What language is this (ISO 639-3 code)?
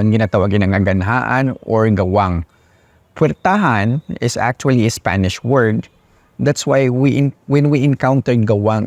hil